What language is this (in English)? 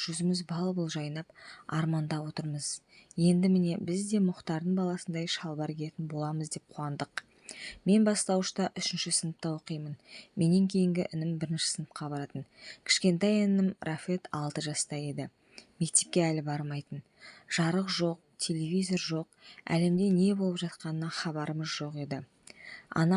Kazakh